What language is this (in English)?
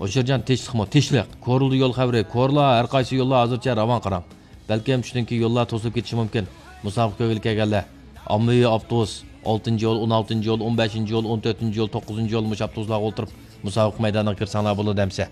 Uyghur